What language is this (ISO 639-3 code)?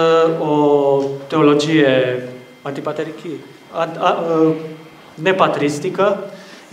ell